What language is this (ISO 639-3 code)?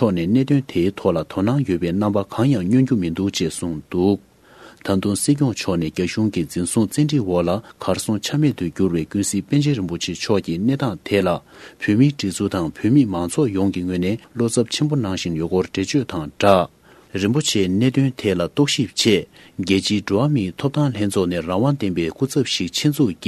bod